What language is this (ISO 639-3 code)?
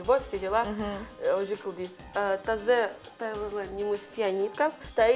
udm